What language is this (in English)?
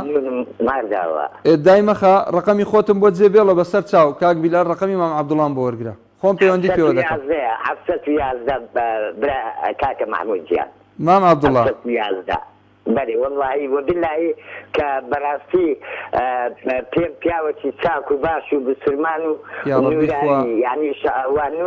Central Kurdish